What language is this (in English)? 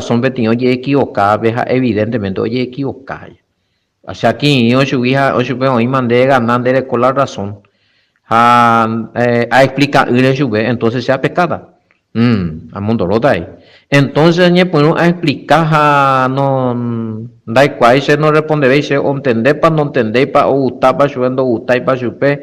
Guarani